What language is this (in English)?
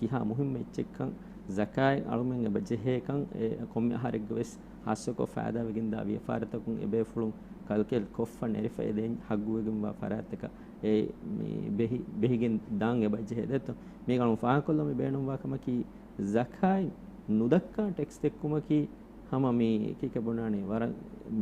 Divehi